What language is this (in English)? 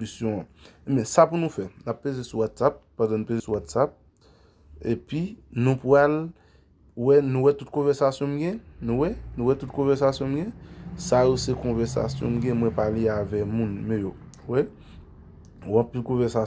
Haitian Creole